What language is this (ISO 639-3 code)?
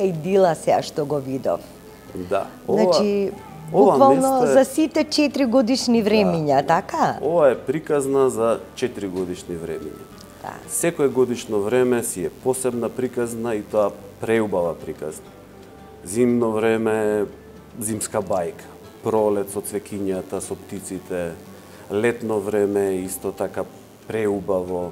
mkd